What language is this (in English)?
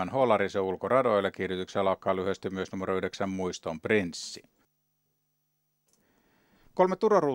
Finnish